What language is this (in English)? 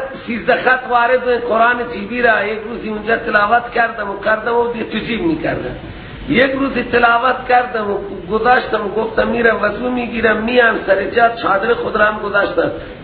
Persian